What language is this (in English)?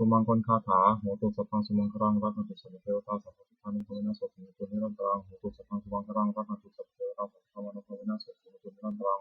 Pali